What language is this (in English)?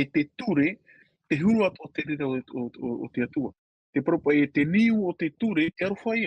Tahitian